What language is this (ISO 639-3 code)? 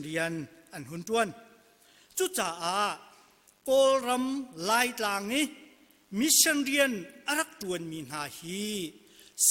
cnh